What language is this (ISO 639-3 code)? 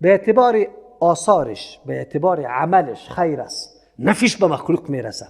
fas